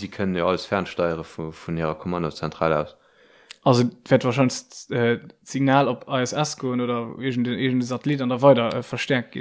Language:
Luxembourgish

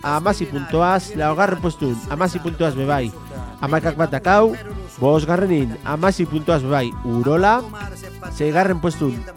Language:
Basque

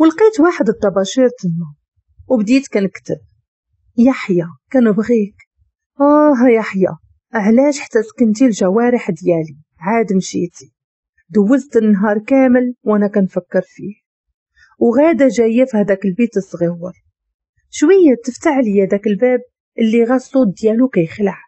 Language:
Moroccan Arabic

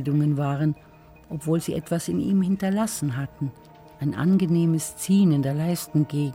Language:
German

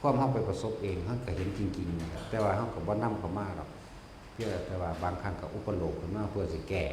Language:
Northeastern Thai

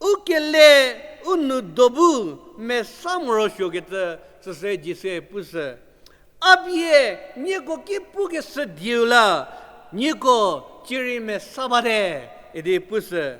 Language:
Angami Naga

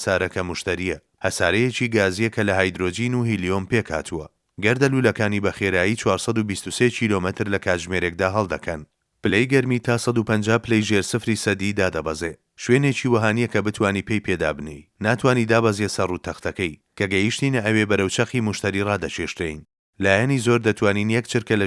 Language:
Central Kurdish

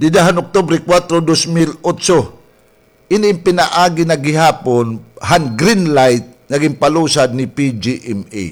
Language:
Waray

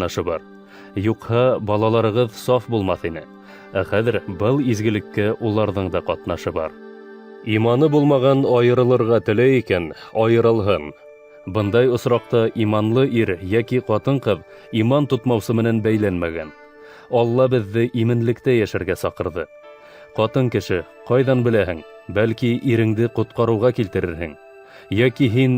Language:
Bashkir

